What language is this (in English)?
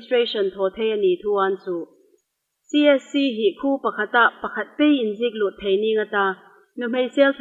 Hmar